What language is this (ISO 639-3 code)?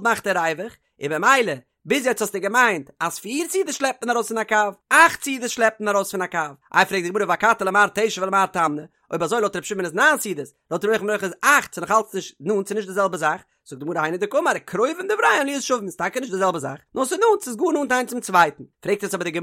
yid